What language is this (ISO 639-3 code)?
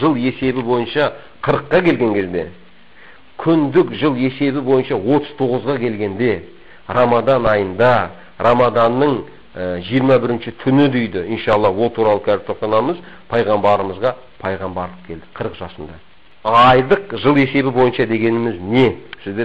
kaz